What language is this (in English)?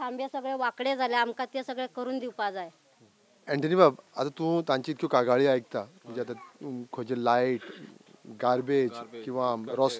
Konkani